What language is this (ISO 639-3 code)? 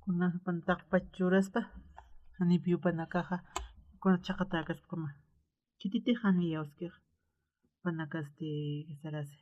aym